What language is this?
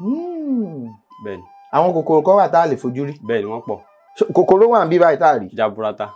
Yoruba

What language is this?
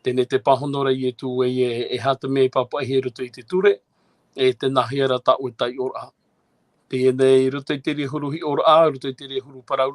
Tahitian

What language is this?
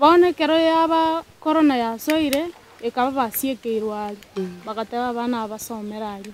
Gusii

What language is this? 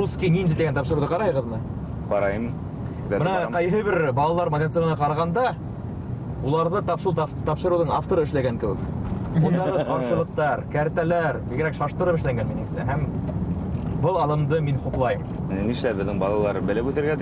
Bashkir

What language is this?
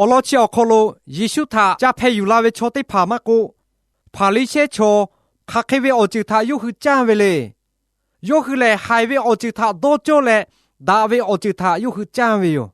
Lahu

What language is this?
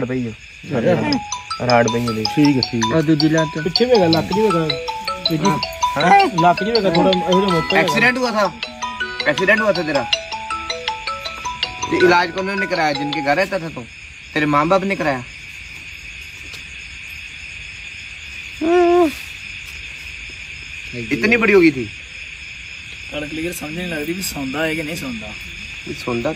Punjabi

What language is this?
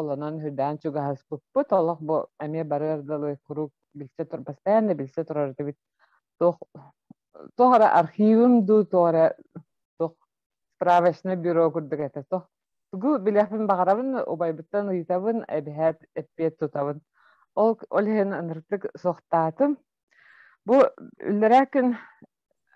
Yakut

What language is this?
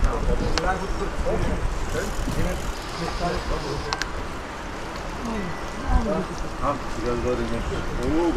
Bulgarian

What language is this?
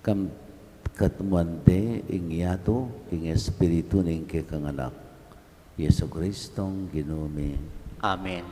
Pampanga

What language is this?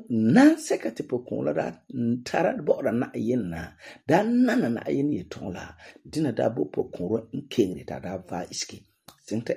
Frafra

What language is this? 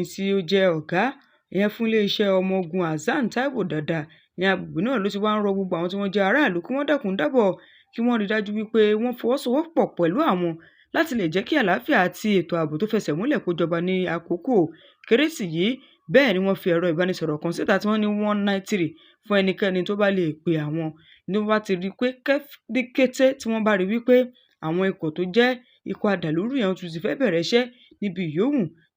Yoruba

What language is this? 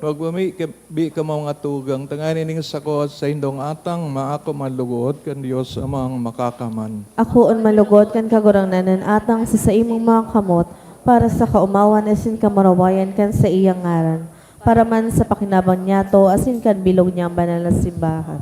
Bikol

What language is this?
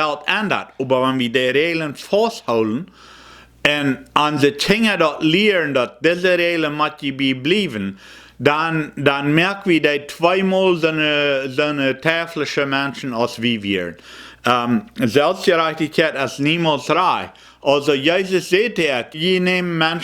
Plautdietsch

